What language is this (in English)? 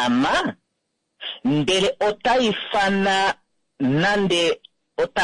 Kuanyama